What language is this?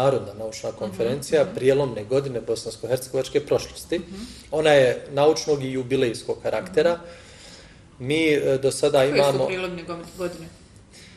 Bosnian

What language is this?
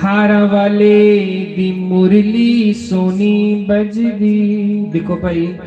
Dogri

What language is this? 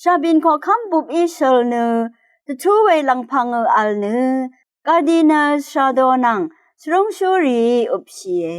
Rawang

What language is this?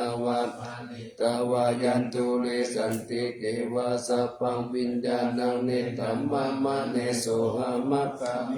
Pali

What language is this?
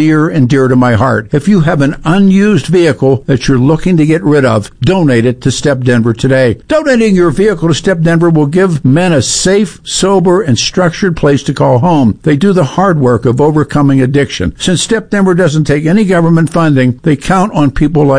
English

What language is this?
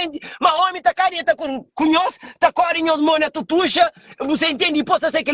Kabuverdianu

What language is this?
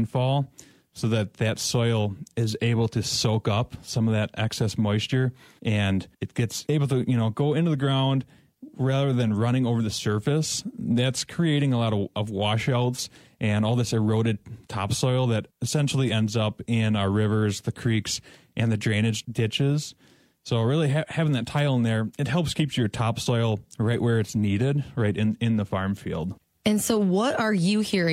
English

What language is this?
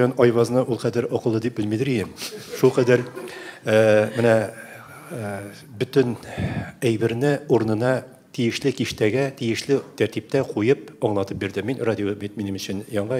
Tatar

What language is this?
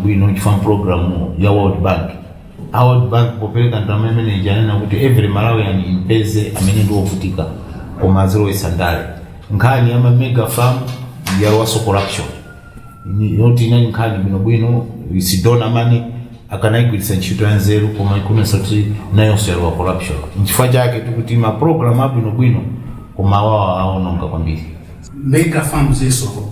Nyanja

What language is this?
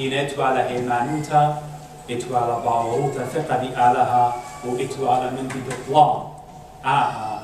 Assyrian Neo-Aramaic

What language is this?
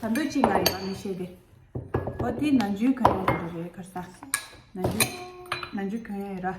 Tibetan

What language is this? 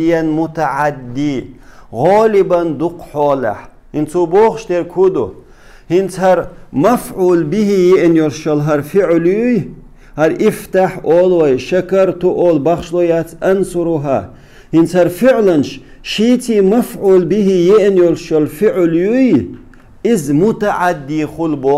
Chechen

